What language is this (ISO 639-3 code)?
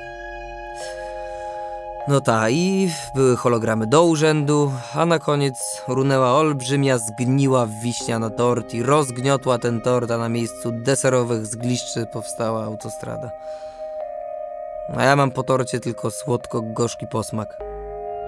pol